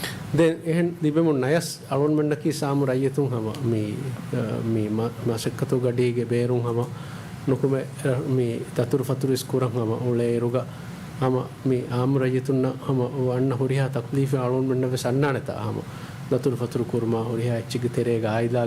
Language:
Divehi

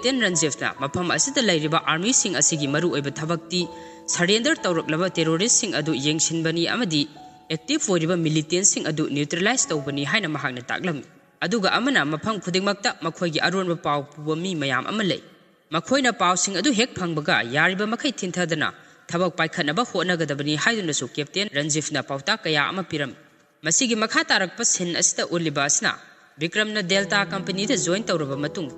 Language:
Manipuri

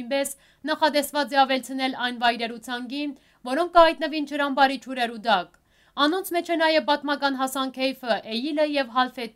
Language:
Western Armenian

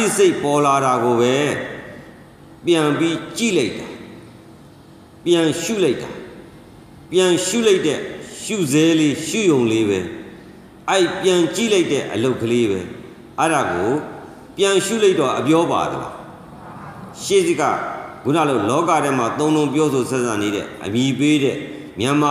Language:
Burmese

